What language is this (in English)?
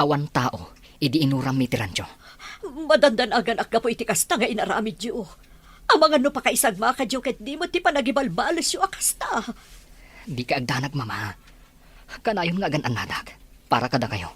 Iloko